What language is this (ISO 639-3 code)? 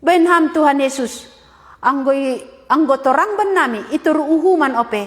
bts